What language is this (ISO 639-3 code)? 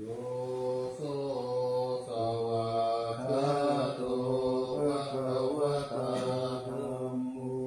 pli